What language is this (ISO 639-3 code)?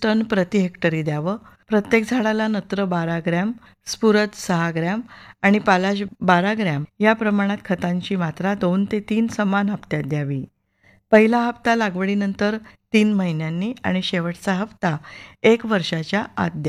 mar